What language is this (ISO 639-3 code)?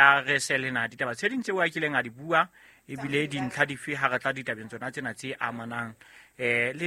sot